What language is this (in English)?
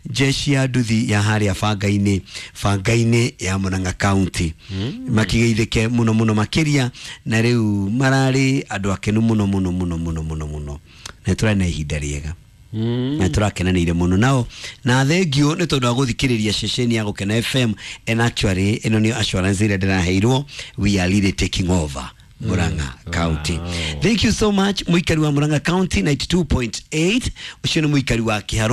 Kikuyu